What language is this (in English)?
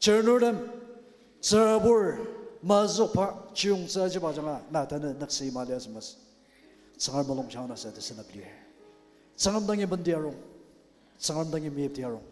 Ao Naga